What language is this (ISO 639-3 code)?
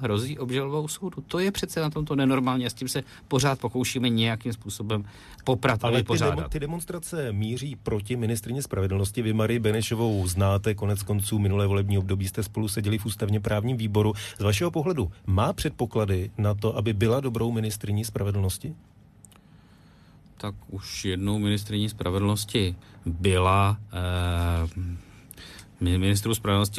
ces